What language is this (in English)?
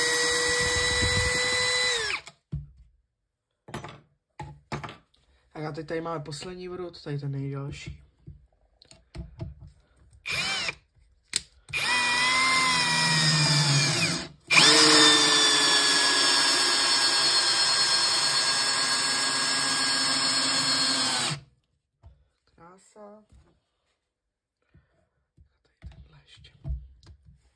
Czech